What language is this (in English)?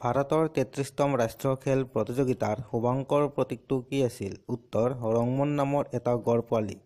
Assamese